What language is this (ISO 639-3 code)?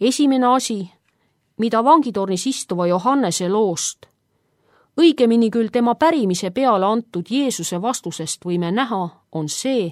est